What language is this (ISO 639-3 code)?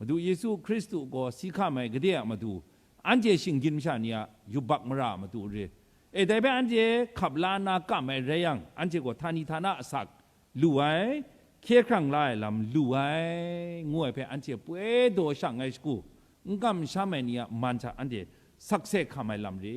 kac